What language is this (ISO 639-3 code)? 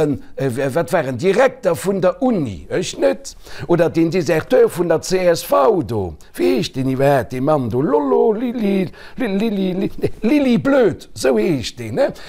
ltz